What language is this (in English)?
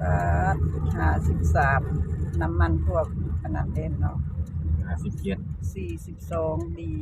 Northeastern Thai